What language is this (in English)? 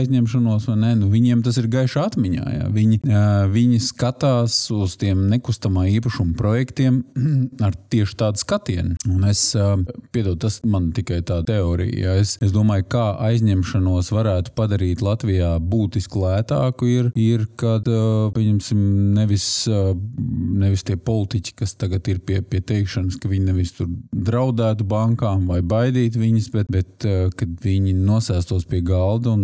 Latvian